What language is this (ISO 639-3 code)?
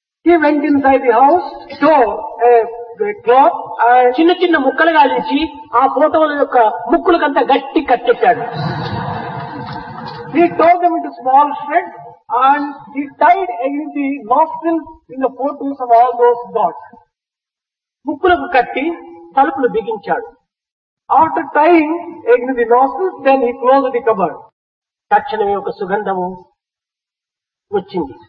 tel